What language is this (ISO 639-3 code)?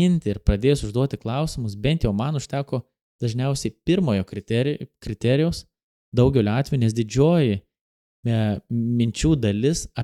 lit